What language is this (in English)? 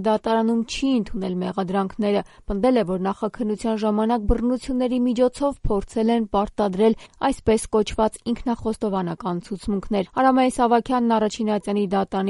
Armenian